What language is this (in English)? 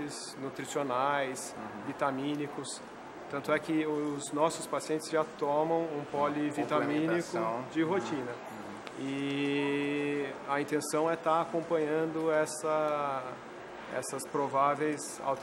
Portuguese